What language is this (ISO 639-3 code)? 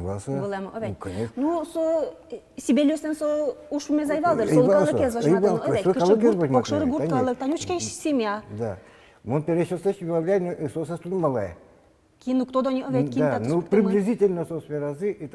udm